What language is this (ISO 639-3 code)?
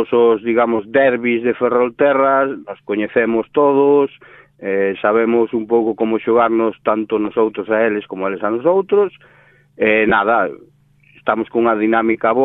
glg